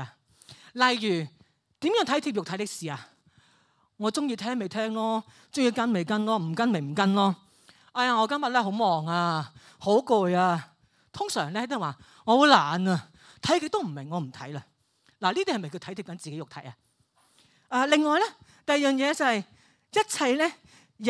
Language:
Cantonese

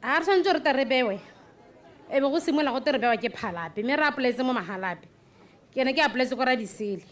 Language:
Tswana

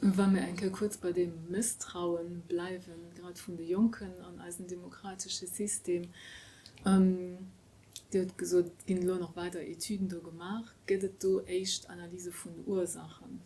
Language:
Luxembourgish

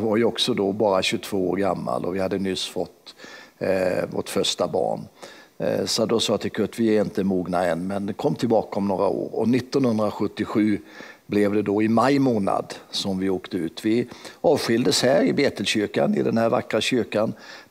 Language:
Swedish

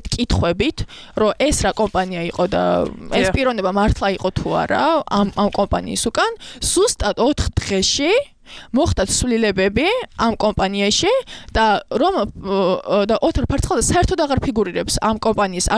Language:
Georgian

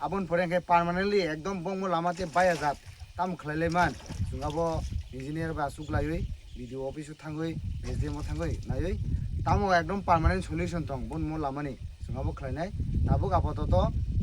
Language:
Kok Borok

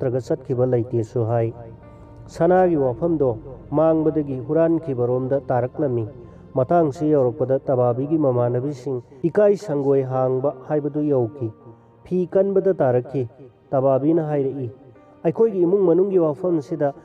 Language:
Manipuri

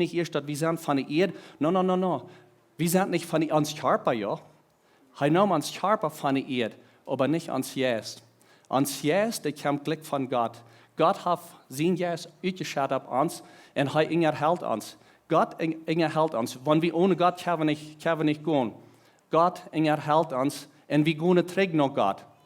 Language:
Plautdietsch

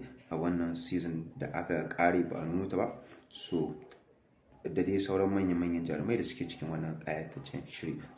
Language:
Hausa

